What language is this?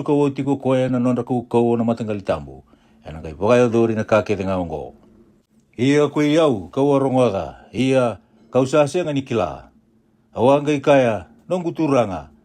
Fijian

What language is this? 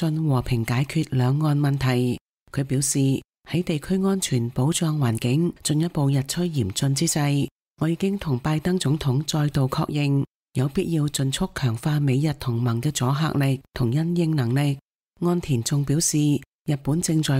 Cantonese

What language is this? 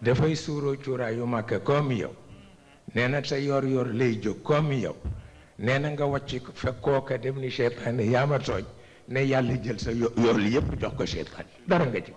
Wolof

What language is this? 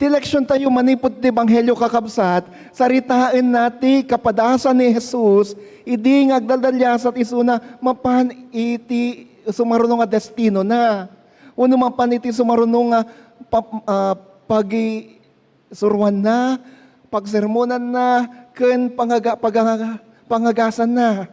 Iloko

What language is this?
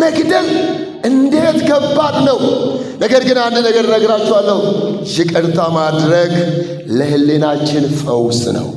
Amharic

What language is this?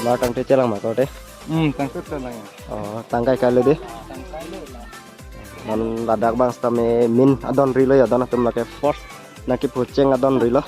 Karbi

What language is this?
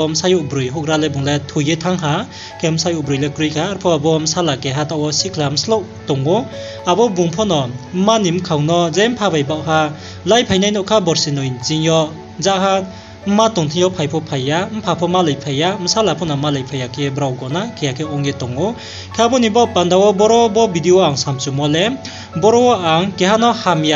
Riang (India)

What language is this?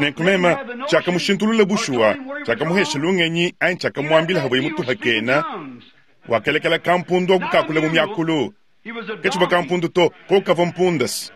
Luba-Lulua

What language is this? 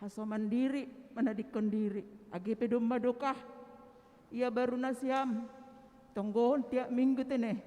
Batak Simalungun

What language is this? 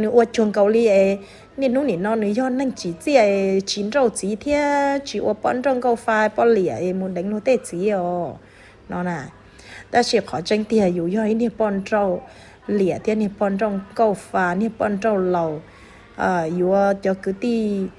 Hmong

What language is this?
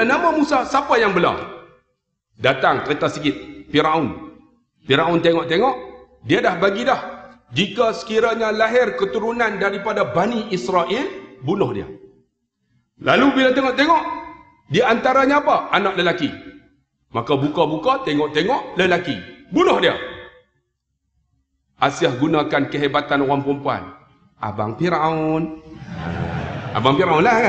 Malay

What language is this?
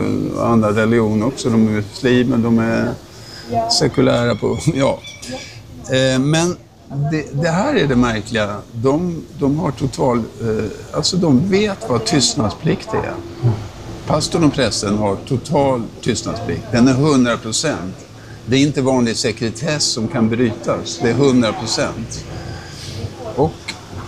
Swedish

